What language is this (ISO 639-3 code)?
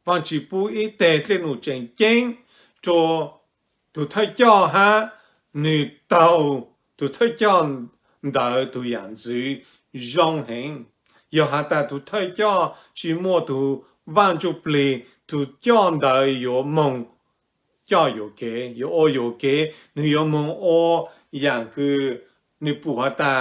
hmn